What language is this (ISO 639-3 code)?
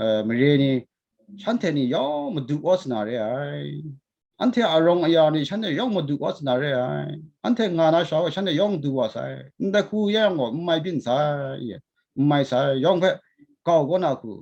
kac